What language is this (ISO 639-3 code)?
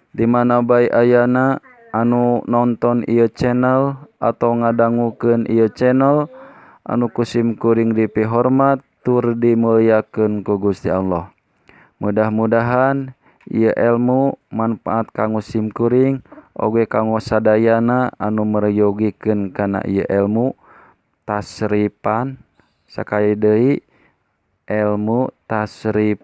sun